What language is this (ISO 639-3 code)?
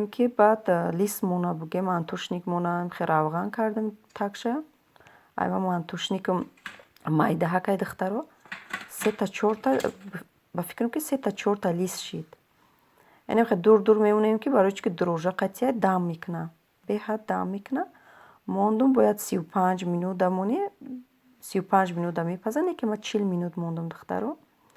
tgk